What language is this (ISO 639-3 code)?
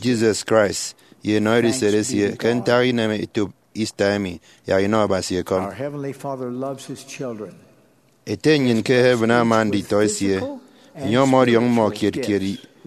efi